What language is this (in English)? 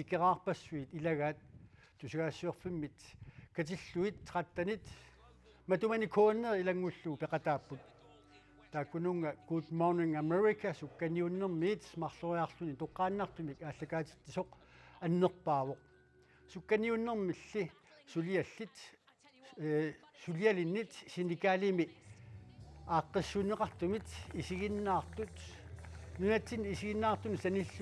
Kalaallisut